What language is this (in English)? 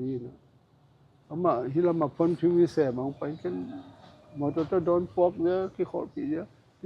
Tedim Chin